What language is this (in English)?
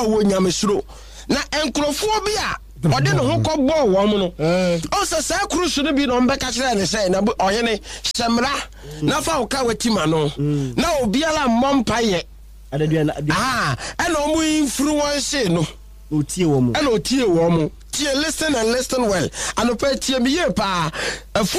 Akan